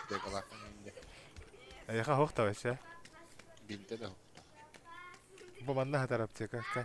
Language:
Yakut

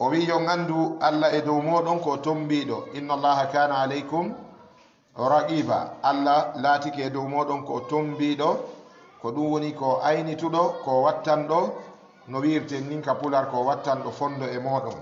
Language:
Fula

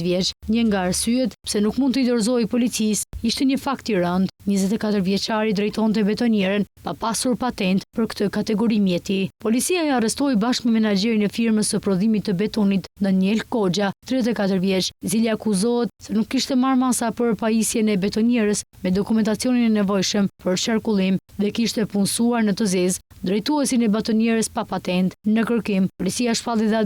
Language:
Albanian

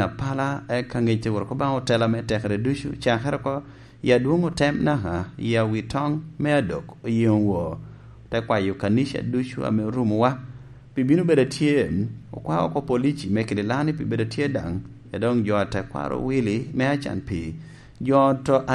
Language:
Lango (Uganda)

